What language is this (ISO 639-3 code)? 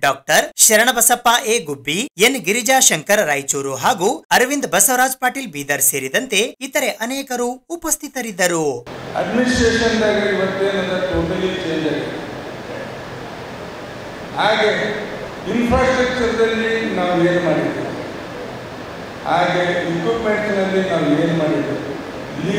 kan